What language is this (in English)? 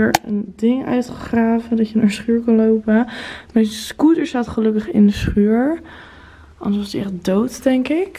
Dutch